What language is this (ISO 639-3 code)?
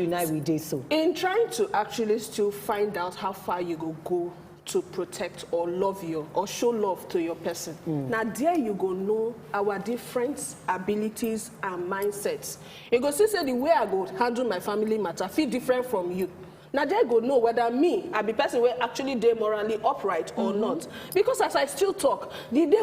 pcm